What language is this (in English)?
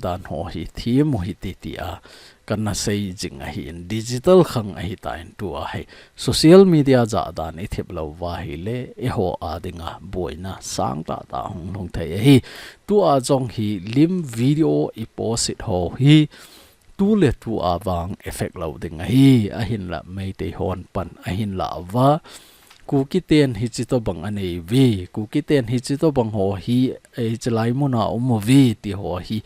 Thado Chin